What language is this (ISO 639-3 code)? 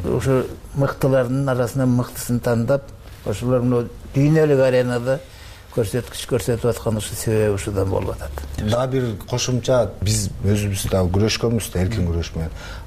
kir